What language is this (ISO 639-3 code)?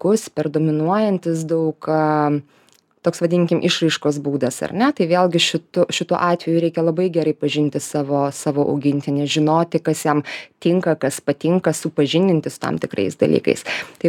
lit